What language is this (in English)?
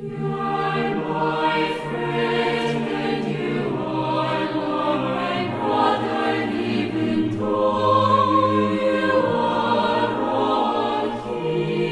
South Bolivian Quechua